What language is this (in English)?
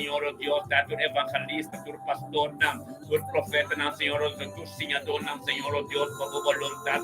Papiamento